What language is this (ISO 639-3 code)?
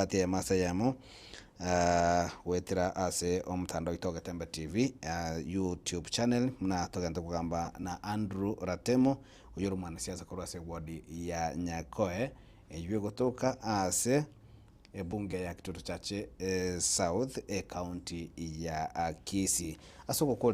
guz